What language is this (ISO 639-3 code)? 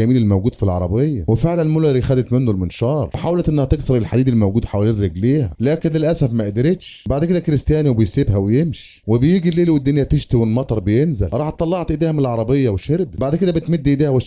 arz